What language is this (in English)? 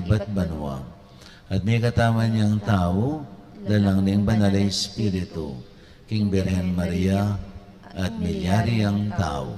Pampanga